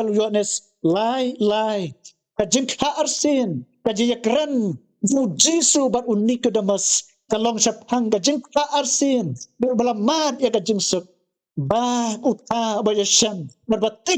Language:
Khasi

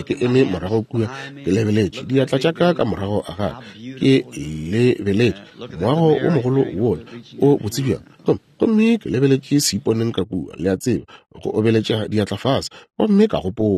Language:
Northern Sotho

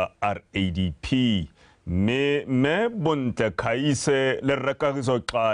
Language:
Tswana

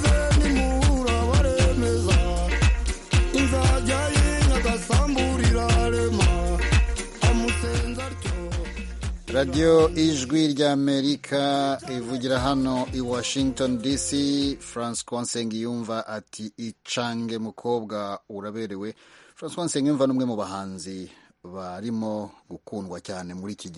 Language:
Kinyarwanda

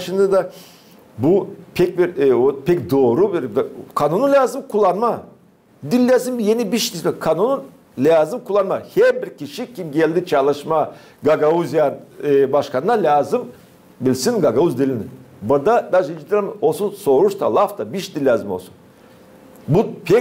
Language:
Gagauz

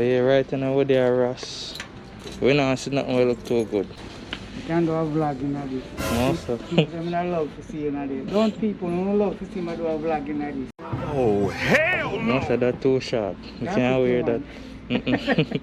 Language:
Jamaican Creole English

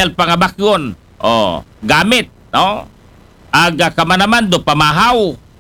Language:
Aklanon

